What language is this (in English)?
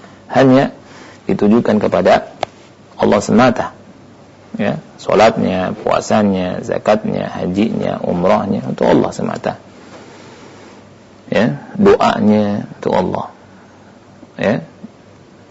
Indonesian